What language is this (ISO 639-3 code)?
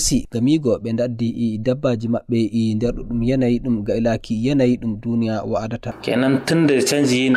ful